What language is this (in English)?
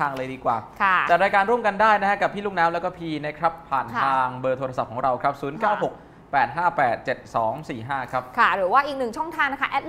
Thai